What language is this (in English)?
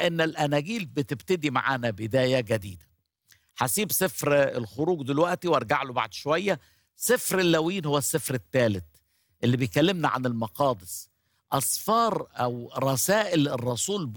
Egyptian Arabic